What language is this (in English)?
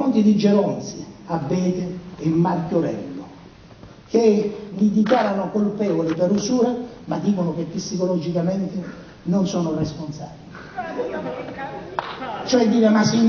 Italian